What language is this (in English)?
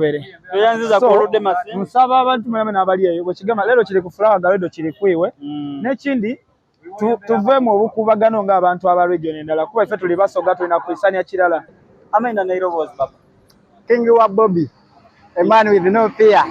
Soga